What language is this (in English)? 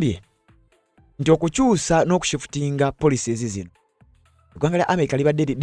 Ganda